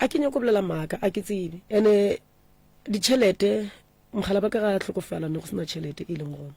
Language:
Northern Sotho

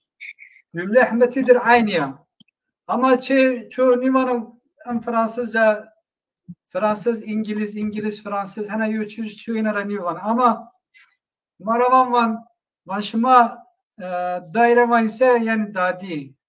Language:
Zaza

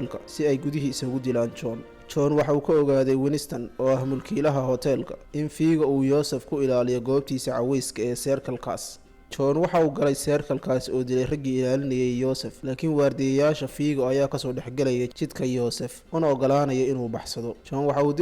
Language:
Somali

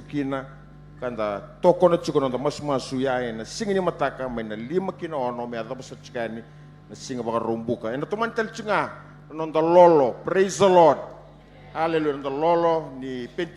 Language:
Fijian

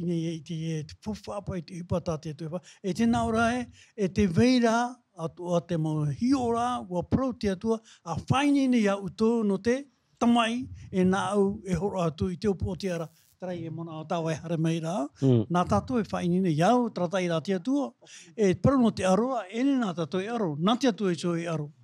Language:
Tahitian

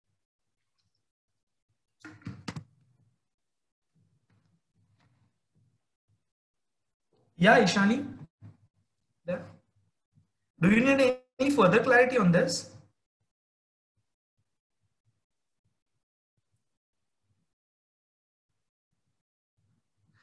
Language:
English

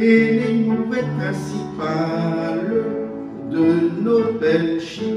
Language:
Picard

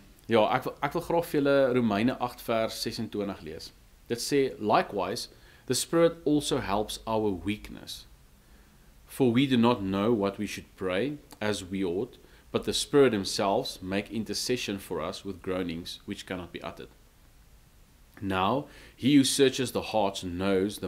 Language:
Afrikaans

